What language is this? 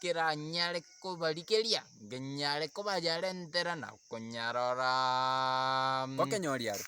Gusii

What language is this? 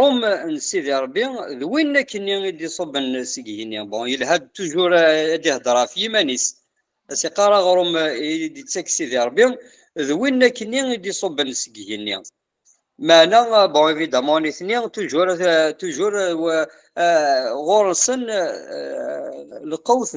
Kabyle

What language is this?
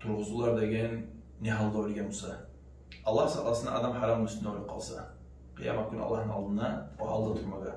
Kumyk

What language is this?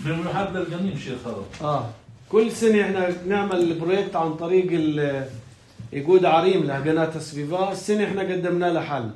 North Levantine Arabic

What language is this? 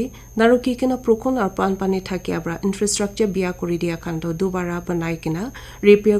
Naga Pidgin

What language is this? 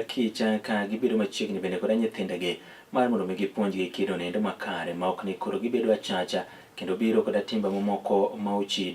Luo (Kenya and Tanzania)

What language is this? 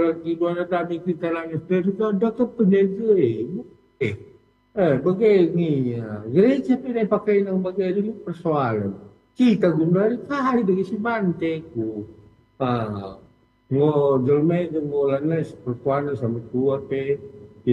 Batak Karo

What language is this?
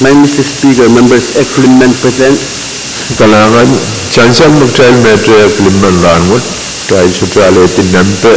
Pohnpeian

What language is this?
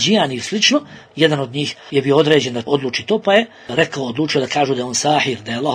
Bosnian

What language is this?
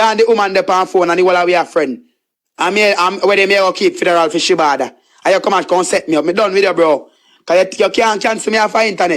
Jamaican Creole English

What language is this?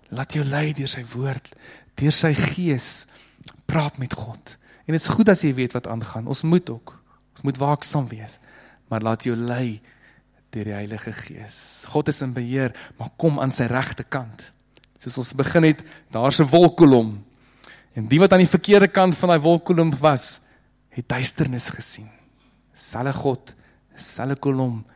Afrikaans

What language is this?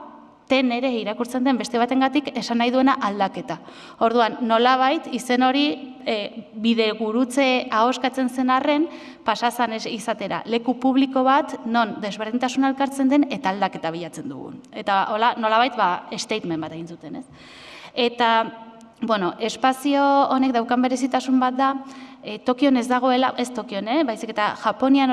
Basque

